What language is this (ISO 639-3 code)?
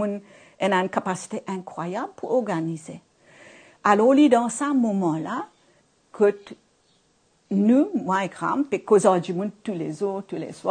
mfe